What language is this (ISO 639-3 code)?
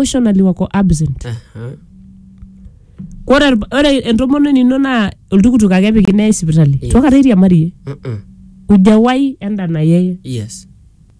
mas